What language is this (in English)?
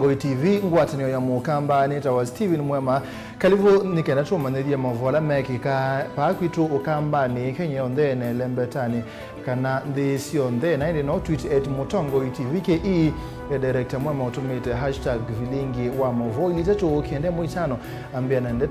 Kamba